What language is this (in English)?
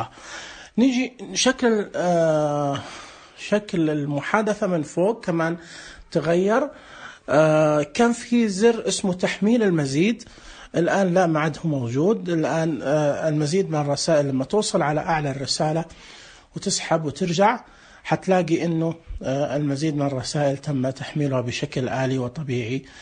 Najdi Arabic